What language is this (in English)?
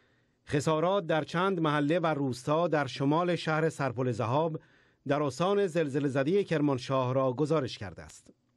Persian